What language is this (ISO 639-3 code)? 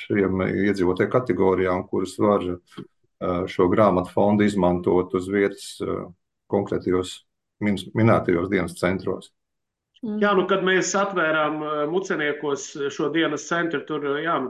lav